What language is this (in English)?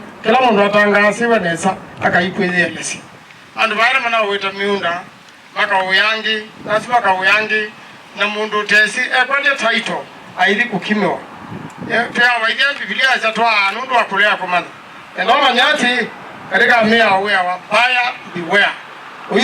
Kamba